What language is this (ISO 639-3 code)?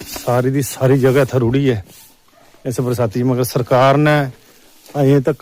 doi